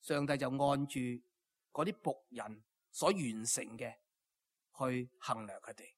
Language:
Cantonese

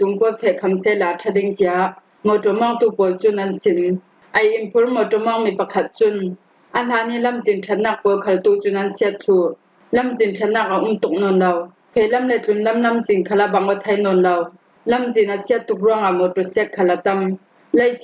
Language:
Falam Chin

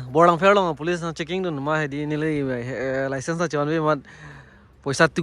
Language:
Karbi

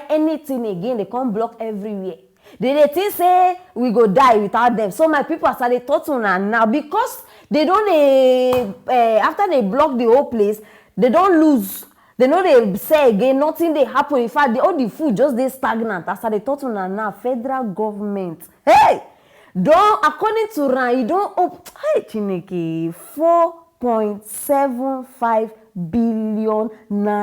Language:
Nigerian Pidgin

